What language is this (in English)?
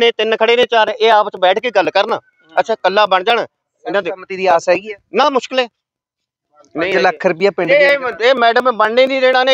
Punjabi